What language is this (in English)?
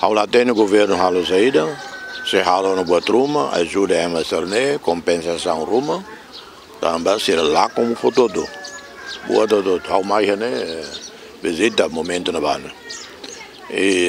Tetum